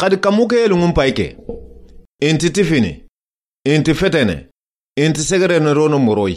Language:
Soninke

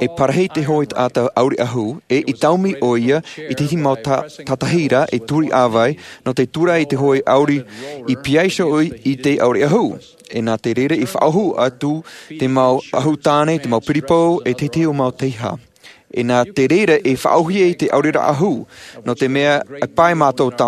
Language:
Tahitian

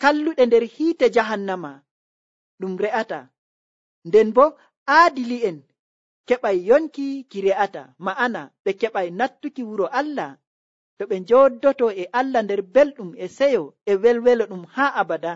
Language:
Nigerian Fulfulde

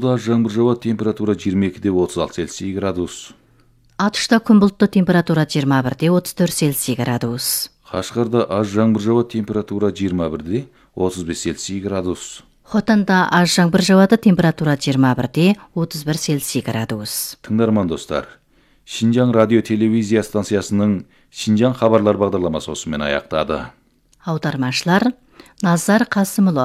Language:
Kazakh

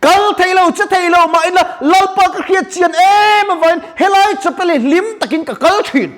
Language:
Mizo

